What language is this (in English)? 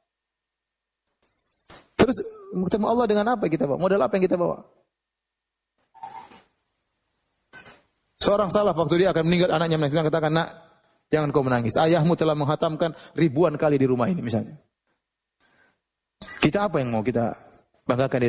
Indonesian